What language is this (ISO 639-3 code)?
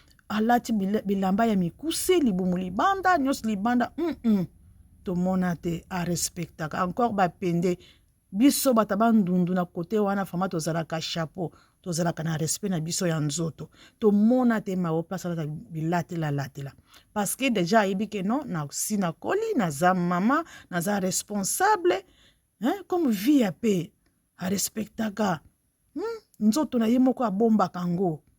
lin